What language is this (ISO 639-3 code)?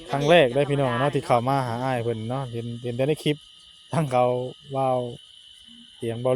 tts